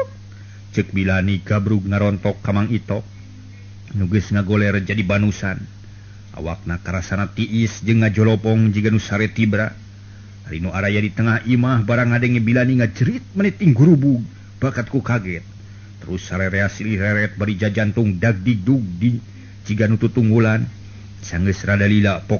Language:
Sundanese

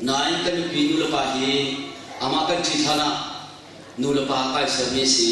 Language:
Hakha Chin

